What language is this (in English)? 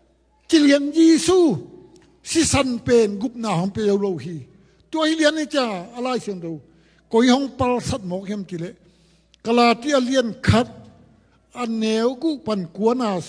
Tedim Chin